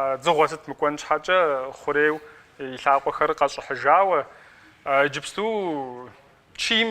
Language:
Kabardian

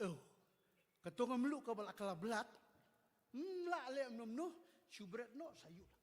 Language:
Khasi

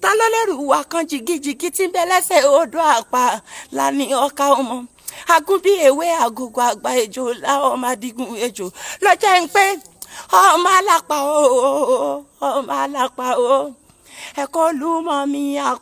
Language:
Yoruba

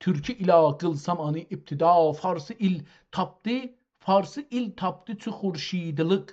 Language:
South Azerbaijani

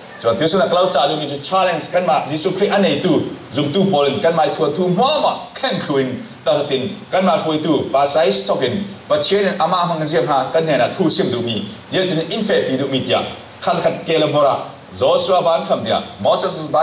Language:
Falam Chin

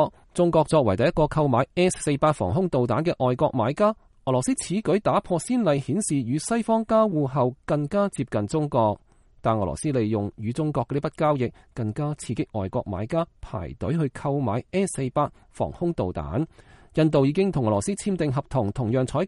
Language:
Cantonese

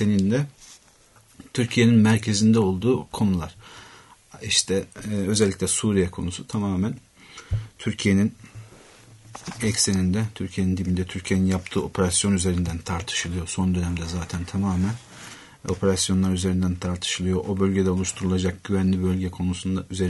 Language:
Turkish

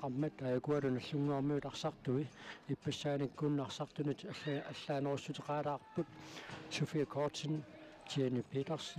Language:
Kalaallisut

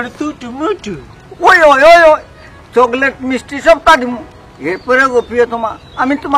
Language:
Sylheti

